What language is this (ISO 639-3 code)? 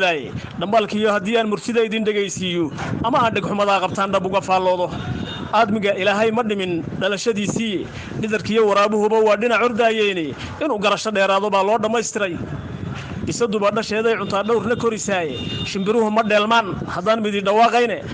som